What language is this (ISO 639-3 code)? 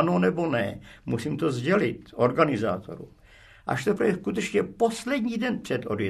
ces